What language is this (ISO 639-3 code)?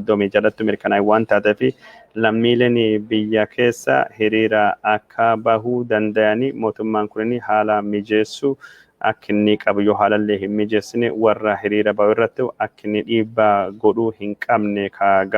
orm